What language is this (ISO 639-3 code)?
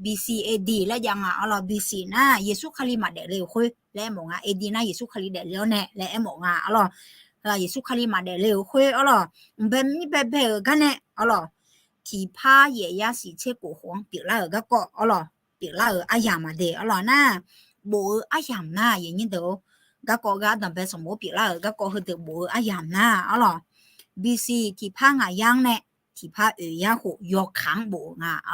ahk